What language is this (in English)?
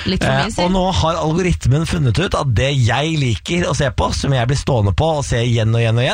Norwegian